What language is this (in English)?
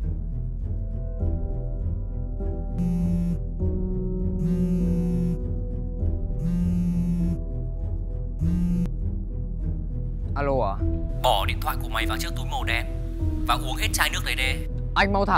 Vietnamese